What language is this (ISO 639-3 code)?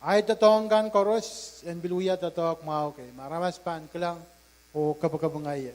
pon